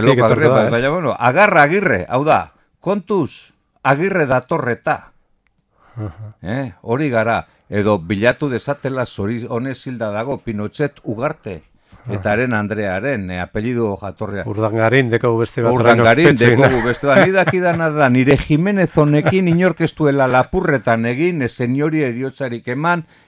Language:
Basque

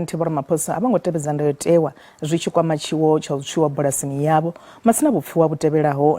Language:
Venda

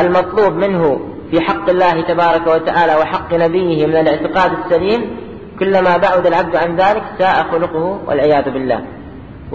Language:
Arabic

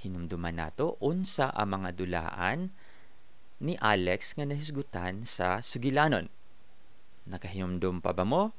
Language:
Cebuano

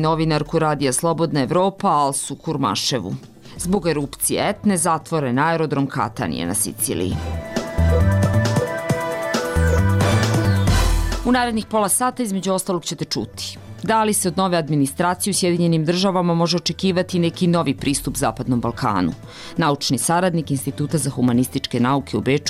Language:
Bosnian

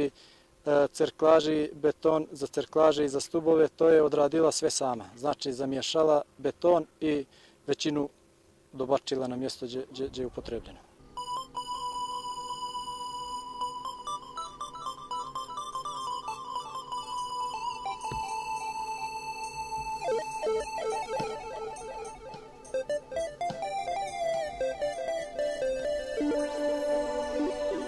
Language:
Bosnian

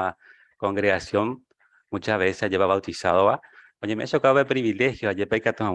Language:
Guarani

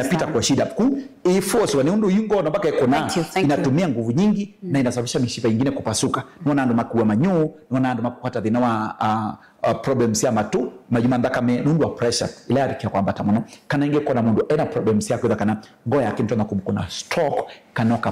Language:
Kamba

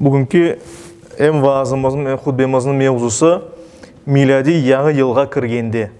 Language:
Crimean Tatar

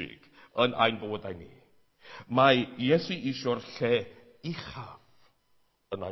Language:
Welsh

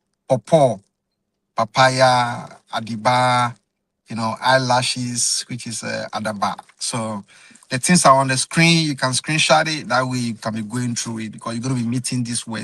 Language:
Ewe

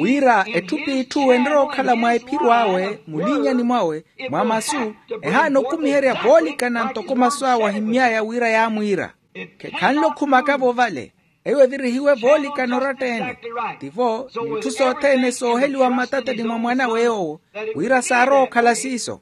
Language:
Makhuwa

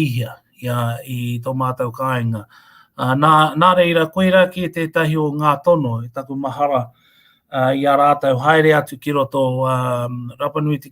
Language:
Māori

